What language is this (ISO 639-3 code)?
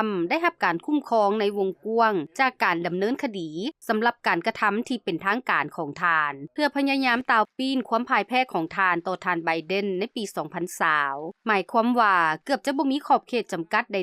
lao